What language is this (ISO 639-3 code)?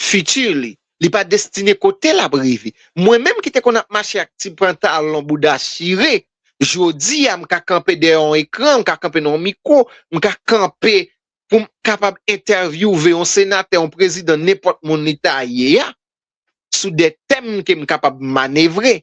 hat